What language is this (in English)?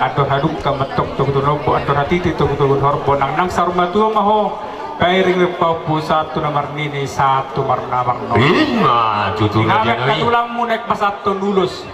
Batak Toba